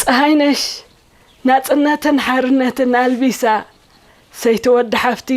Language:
Tigrinya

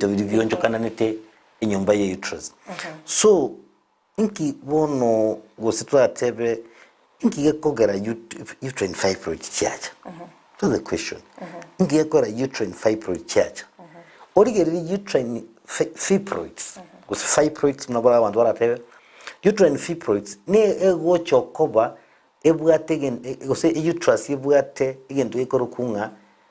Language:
Gusii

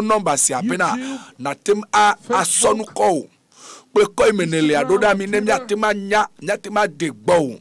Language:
Ewe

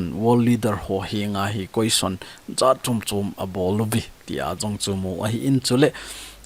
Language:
Thado Chin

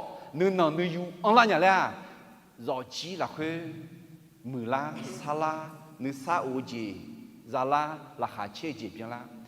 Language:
Akha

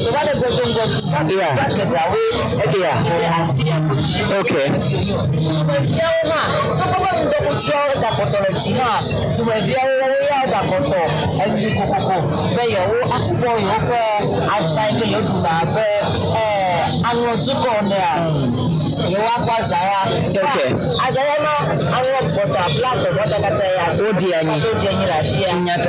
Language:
Ewe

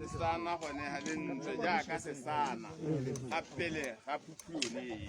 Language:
Tswana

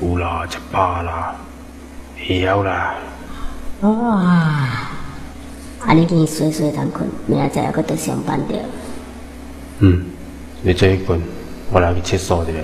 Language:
Min Nan Chinese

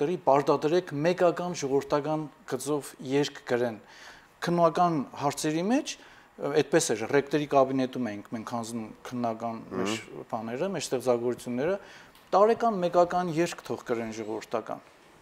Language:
Armenian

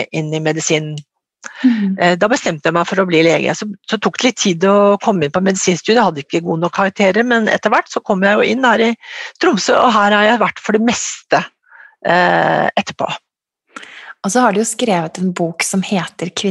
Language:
Norwegian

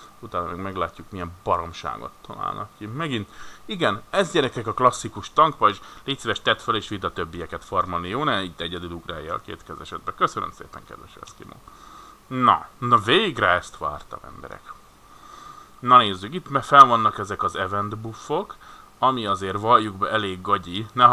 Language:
Hungarian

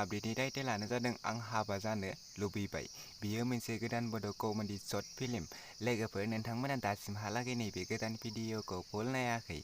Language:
Bodo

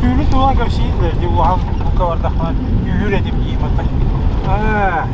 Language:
Yakut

